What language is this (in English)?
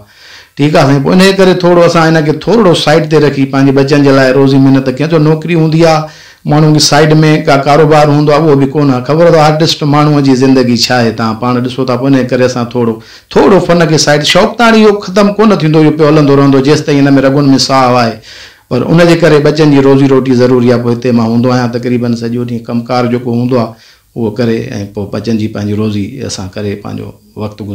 Sindhi